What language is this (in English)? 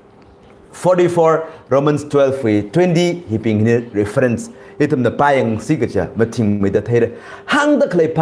Tangkhul Naga (India)